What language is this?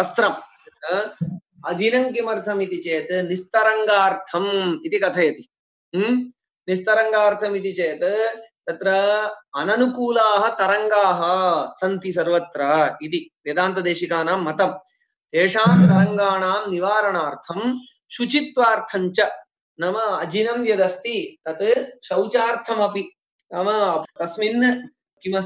Sanskrit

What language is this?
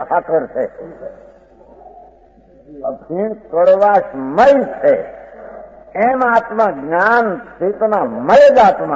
Gujarati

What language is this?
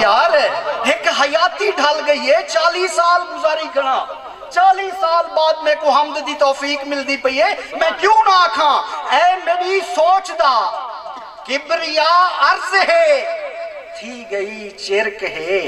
Saraiki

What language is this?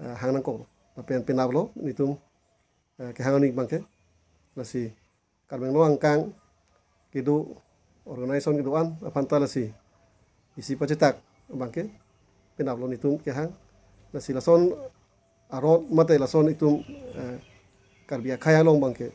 Karbi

